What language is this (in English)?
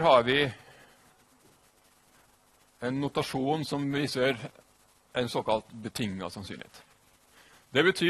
Norwegian